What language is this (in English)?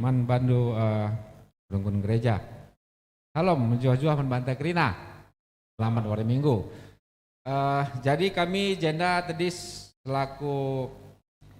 Batak Karo